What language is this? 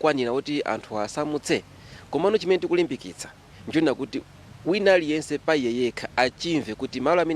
Nyanja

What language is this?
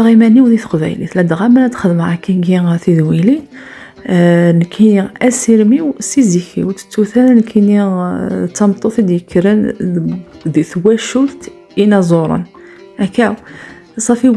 Kabyle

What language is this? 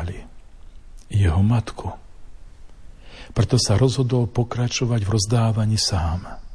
Slovak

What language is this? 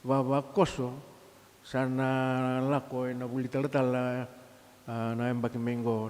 Fijian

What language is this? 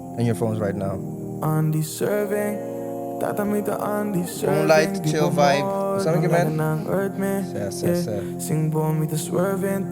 Papiamento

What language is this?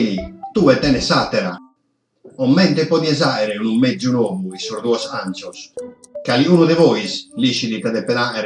Sardinian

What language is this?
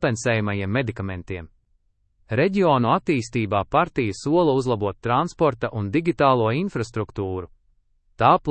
Latvian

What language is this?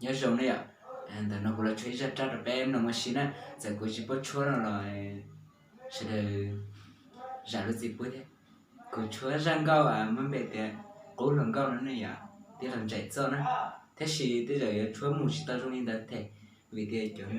Hmong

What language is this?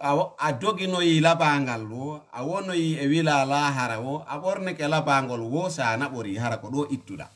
Fula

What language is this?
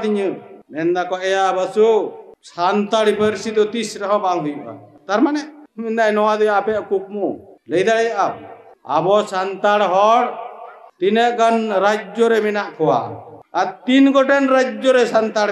Santali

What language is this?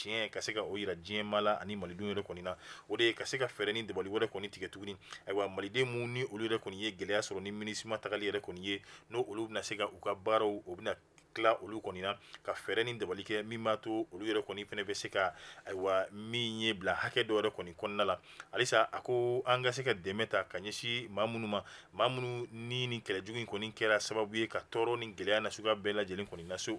Bambara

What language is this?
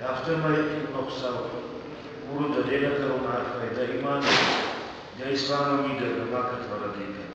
Ossetic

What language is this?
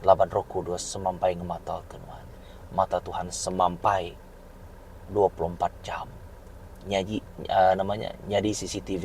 Iban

